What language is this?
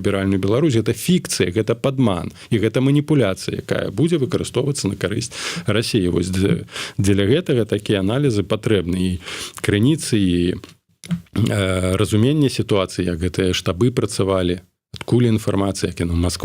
Belarusian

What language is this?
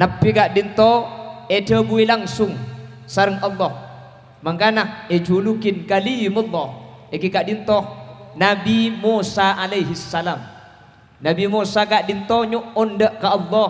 Madurese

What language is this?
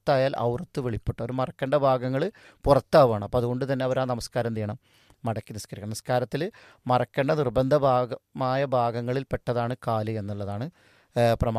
Malayalam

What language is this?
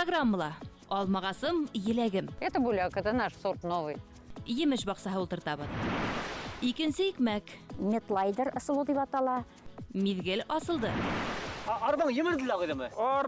Bashkir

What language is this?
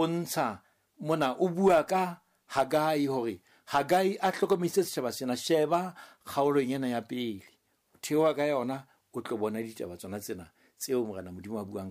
Southern Sotho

